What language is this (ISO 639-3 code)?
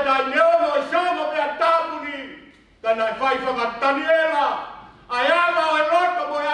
ton